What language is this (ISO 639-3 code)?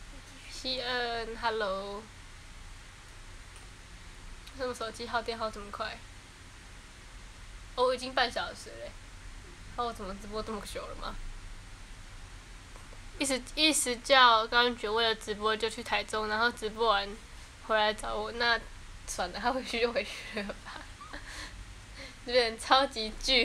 zho